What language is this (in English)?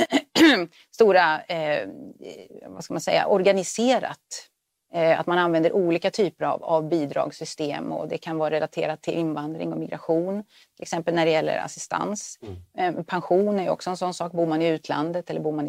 Swedish